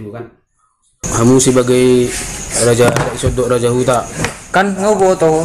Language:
Batak Toba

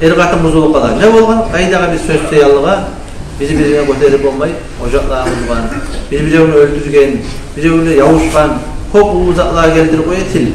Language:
Kumyk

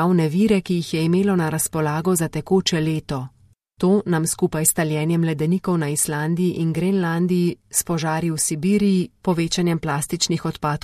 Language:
Slovenian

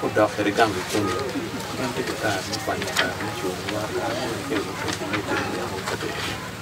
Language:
Acoli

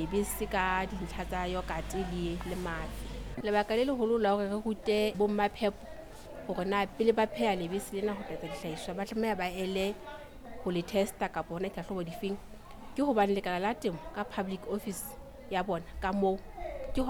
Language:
Southern Sotho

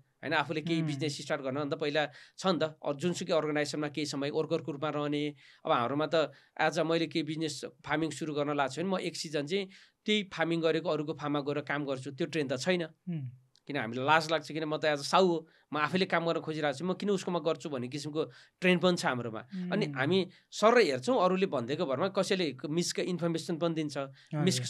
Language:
Nepali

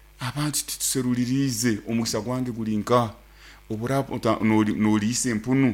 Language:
Nyoro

